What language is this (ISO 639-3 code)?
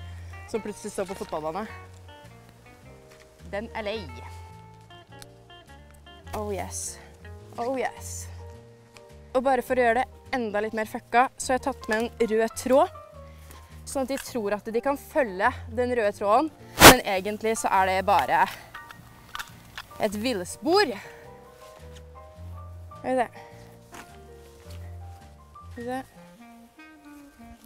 nor